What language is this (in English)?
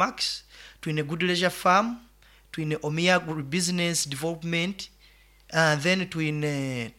Nyoro